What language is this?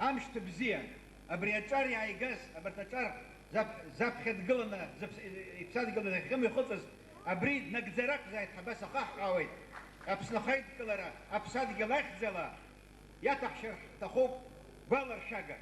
Abkhazian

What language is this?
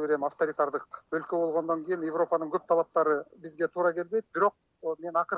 Kyrgyz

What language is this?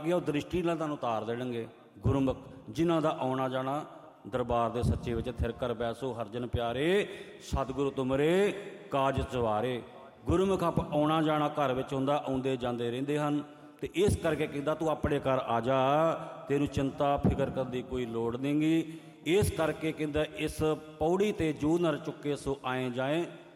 Punjabi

